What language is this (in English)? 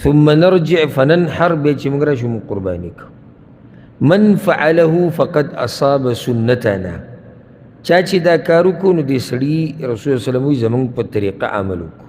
Pashto